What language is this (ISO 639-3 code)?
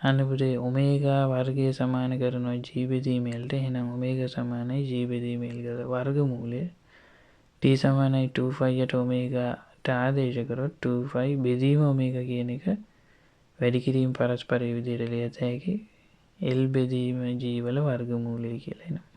sin